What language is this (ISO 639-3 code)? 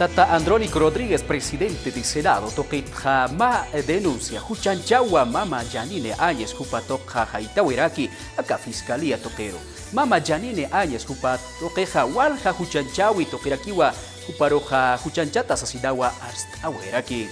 aym